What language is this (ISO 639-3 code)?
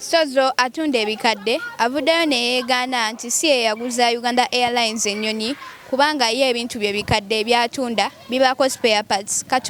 lug